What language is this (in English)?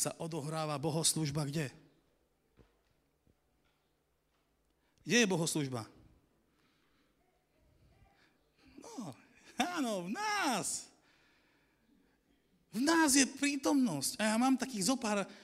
Slovak